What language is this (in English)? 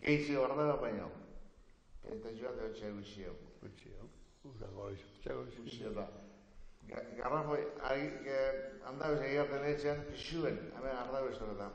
Basque